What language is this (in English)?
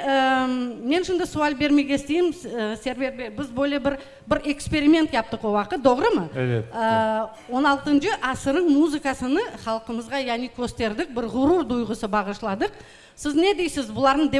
Crimean Tatar